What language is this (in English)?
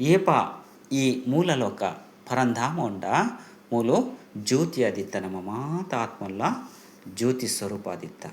Tulu